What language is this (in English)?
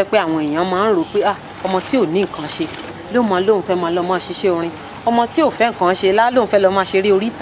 Yoruba